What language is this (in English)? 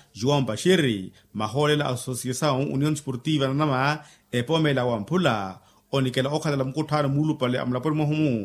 Makhuwa